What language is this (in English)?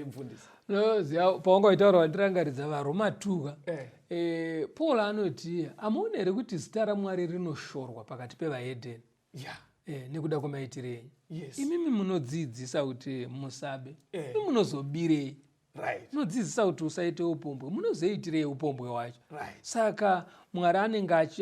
Shona